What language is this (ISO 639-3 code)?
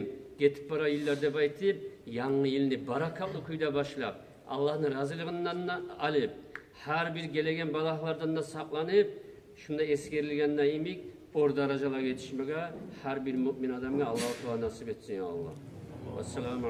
kum